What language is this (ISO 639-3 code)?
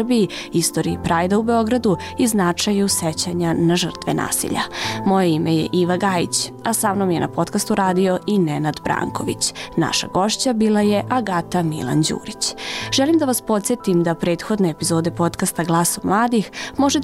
srp